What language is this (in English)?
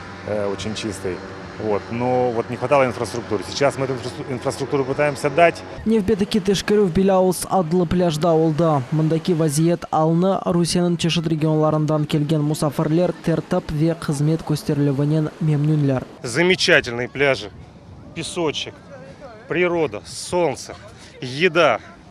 Crimean Tatar